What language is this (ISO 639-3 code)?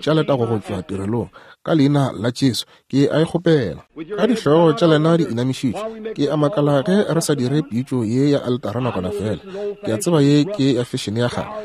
nso